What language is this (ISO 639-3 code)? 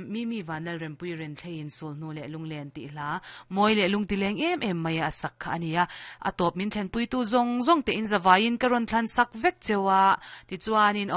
lus